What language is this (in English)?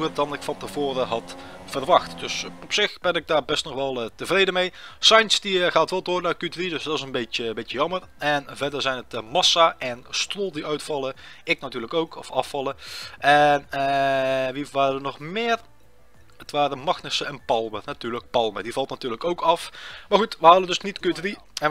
Dutch